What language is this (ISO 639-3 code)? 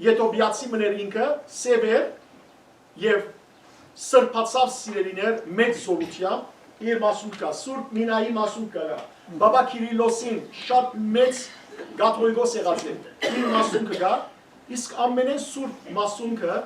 hyw